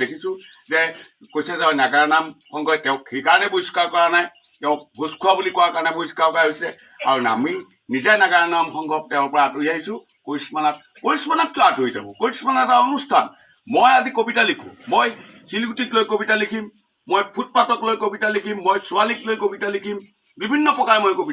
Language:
Assamese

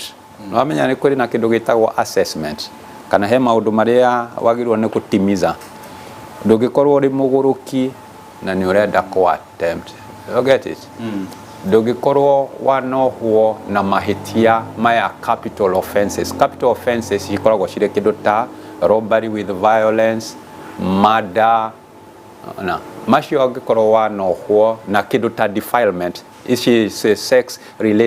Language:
Kikuyu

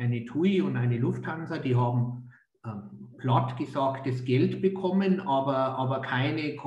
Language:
German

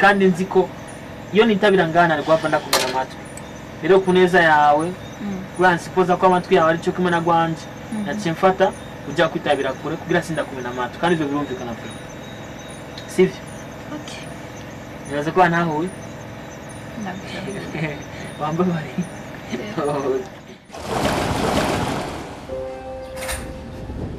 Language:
Rundi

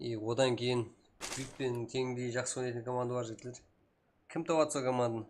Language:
Kara-Kalpak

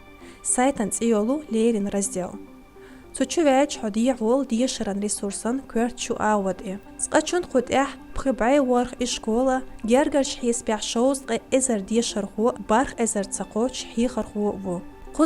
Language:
Chechen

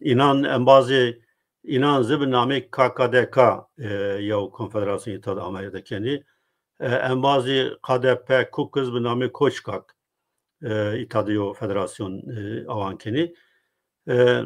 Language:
Zaza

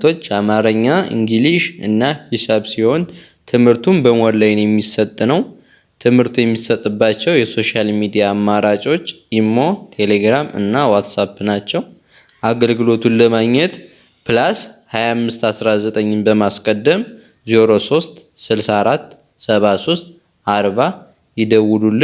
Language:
Amharic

